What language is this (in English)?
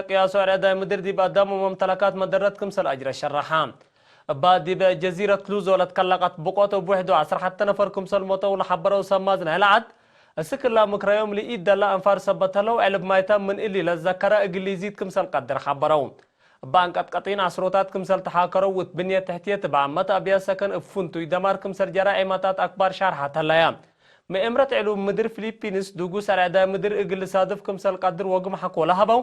Tigre